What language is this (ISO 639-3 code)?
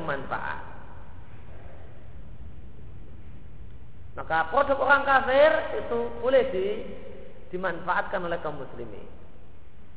ind